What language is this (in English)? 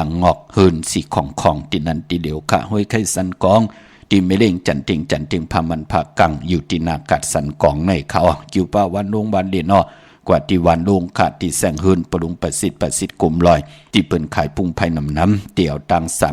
Shan